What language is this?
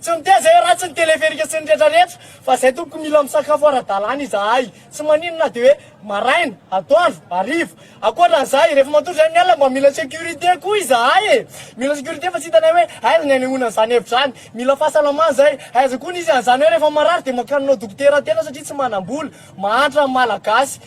Malagasy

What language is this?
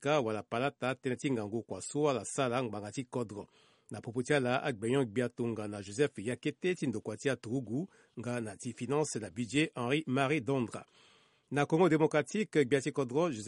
Sango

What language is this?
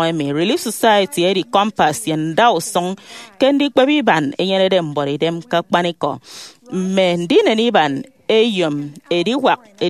Efik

